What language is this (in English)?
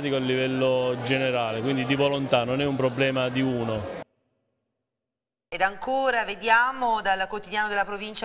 Italian